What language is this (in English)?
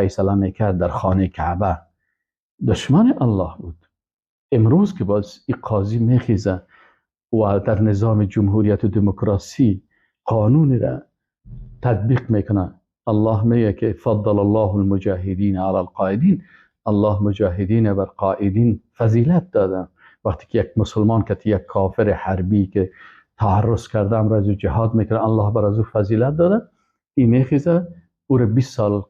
Persian